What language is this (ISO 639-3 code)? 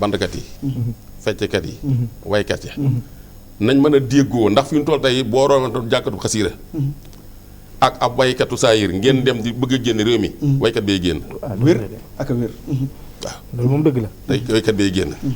wol